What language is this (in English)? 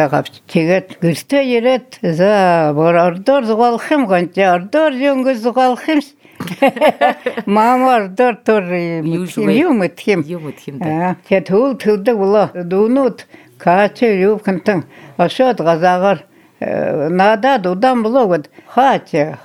Buriat